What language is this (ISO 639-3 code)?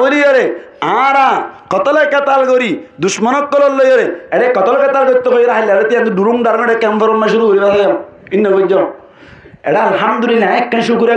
rhg